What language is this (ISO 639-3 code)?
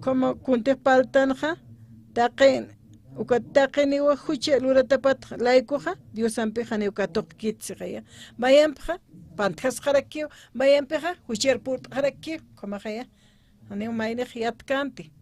aym